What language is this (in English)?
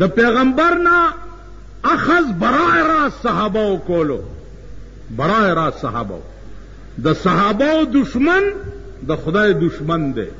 Pashto